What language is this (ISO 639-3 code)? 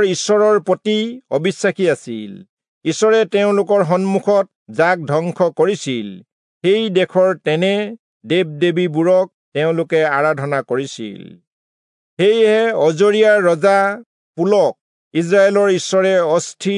asm